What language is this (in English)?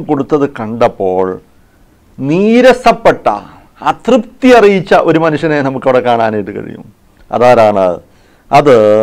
Malayalam